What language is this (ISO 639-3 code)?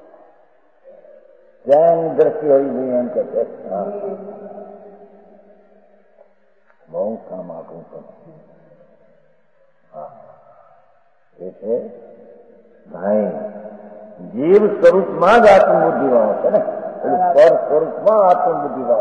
guj